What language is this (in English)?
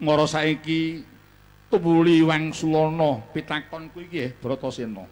Javanese